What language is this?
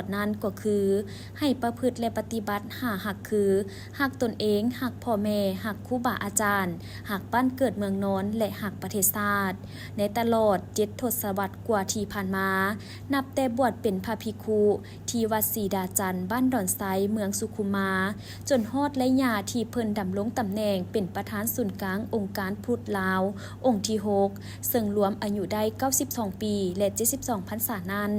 Lao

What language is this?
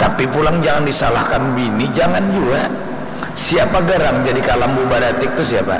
Banjar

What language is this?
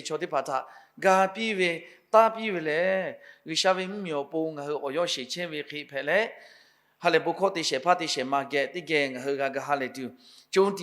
Lahu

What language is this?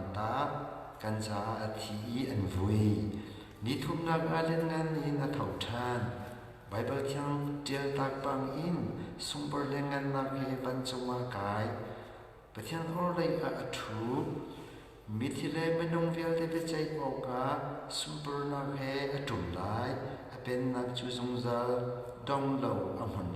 Hakha Chin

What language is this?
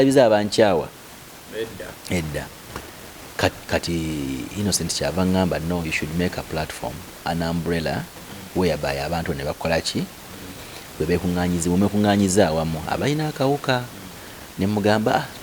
Ganda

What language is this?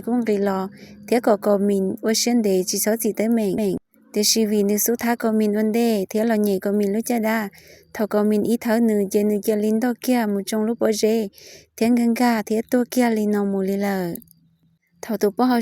Hmong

